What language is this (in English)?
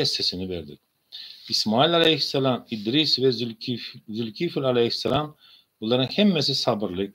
Turkmen